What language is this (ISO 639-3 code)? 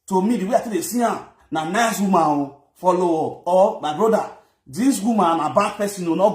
pcm